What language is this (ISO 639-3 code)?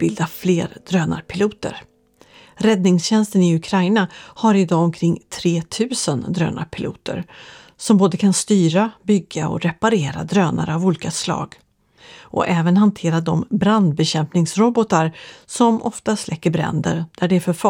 swe